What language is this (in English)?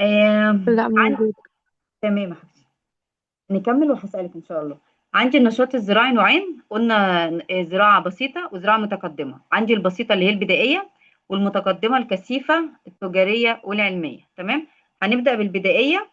Egyptian Arabic